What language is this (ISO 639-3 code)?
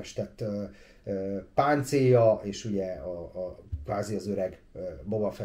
hun